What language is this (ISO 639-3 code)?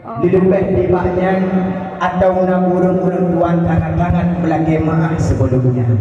ace